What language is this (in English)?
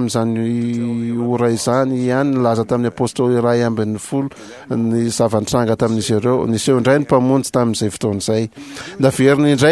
Malagasy